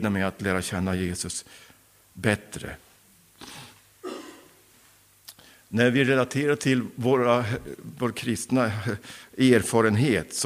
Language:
Swedish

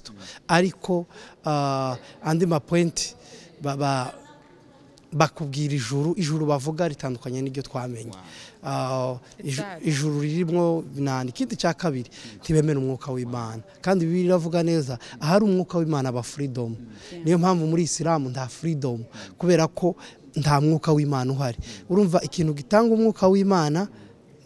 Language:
Kinyarwanda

